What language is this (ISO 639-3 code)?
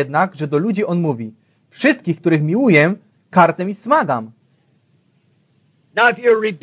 pol